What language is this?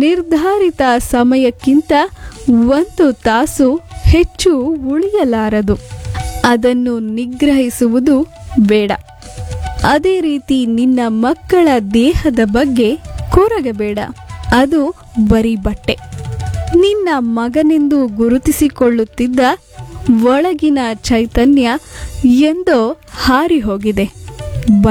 Kannada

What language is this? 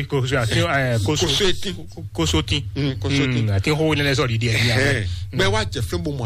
Fon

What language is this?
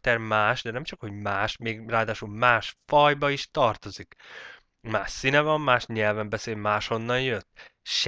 Hungarian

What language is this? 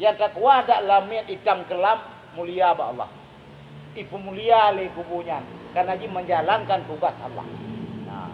Achinese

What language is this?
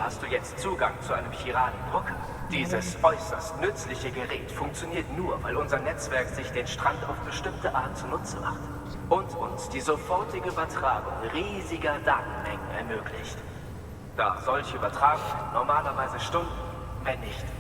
Swiss German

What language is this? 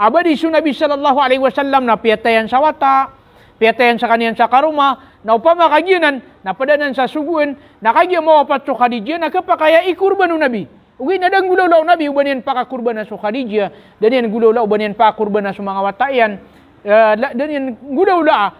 Maranao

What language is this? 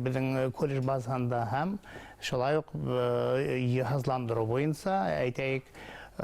Bashkir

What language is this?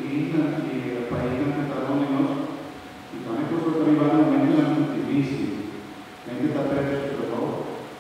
Papiamento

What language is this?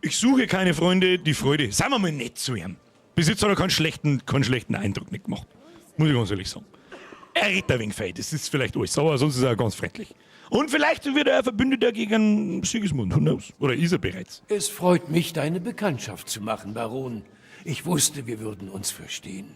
Bavarian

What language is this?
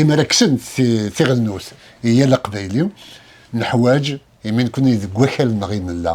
Kabyle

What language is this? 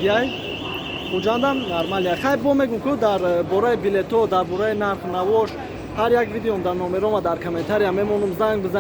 Tajik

